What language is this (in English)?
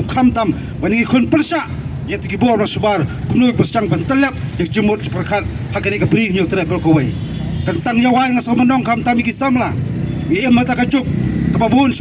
Khasi